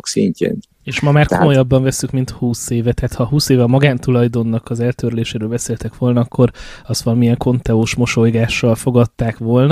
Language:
Hungarian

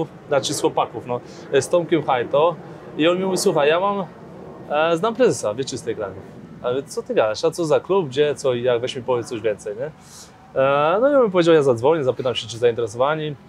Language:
Polish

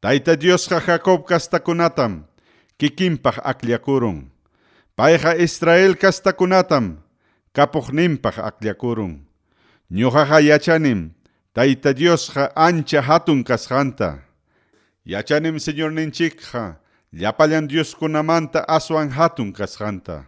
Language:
Ayacucho Quechua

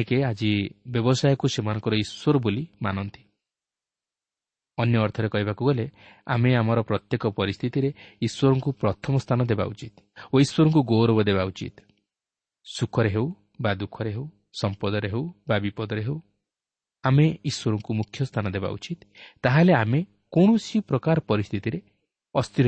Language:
Odia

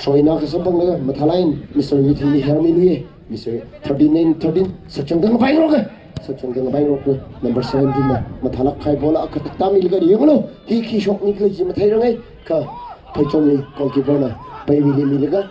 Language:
Tangkhul Naga (India)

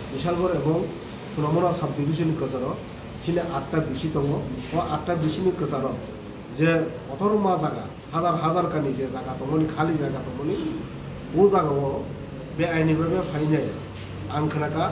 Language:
Kok Borok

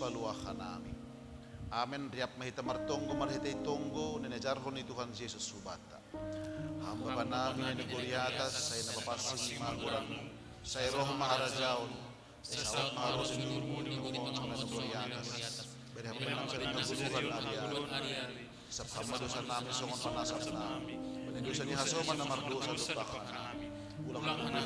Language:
Batak Simalungun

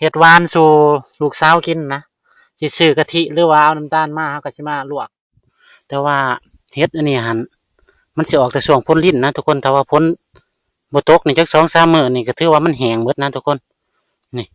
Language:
Lao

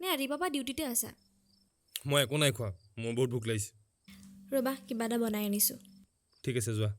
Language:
Assamese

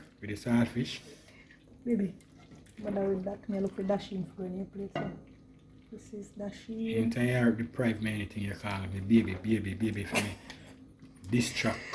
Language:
Jamaican Creole English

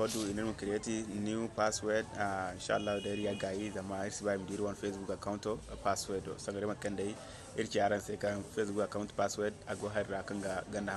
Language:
Zarma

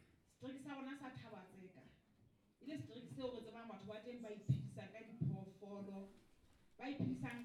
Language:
Southern Sotho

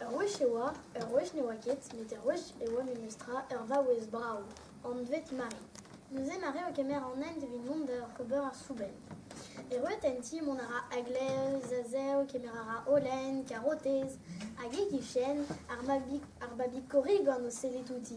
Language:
Breton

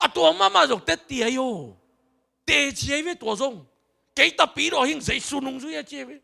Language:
Tedim Chin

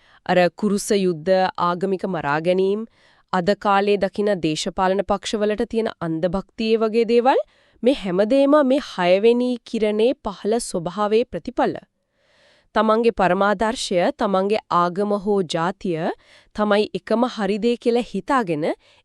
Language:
Sinhala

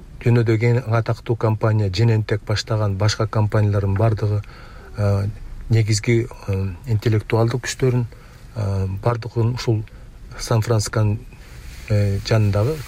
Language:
Kyrgyz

